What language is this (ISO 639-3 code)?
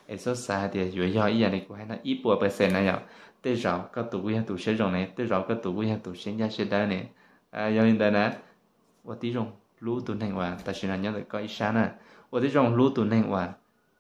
hmn